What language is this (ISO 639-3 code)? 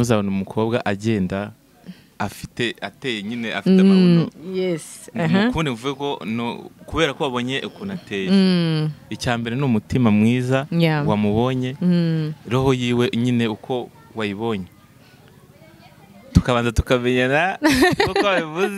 kin